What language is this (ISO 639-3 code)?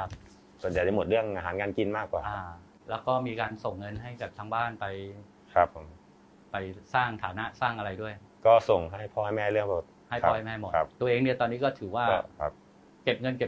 tha